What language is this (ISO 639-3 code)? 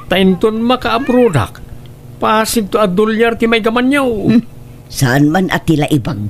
ilo